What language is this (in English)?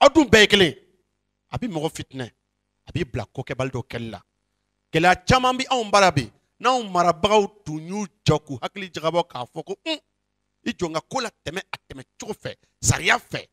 Bambara